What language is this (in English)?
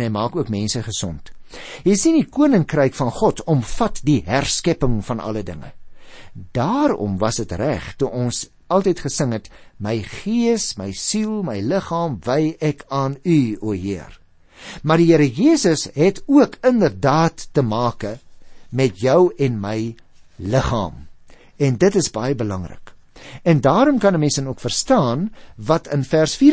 Afrikaans